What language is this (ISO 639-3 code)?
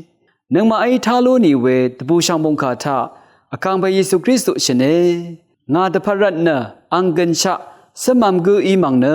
raw